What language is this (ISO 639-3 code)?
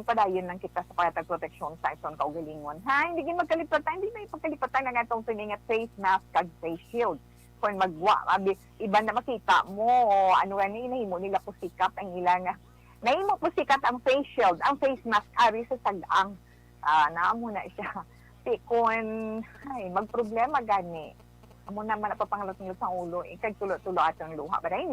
hil